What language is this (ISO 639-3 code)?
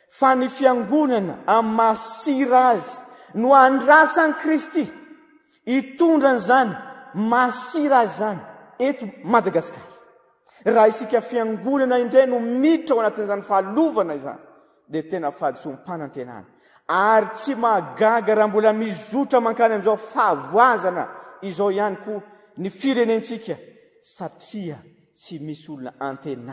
mlg